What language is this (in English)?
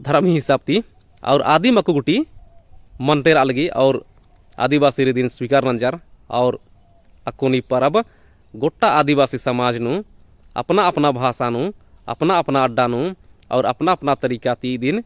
Kurukh